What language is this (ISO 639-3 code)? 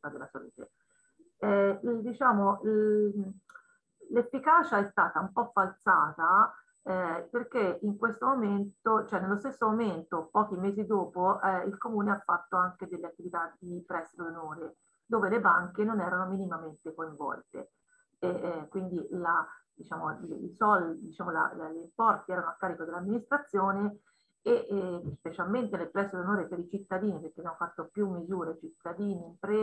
ita